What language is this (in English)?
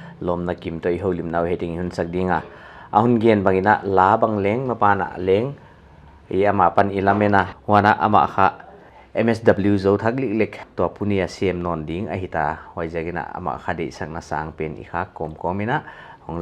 Paite Chin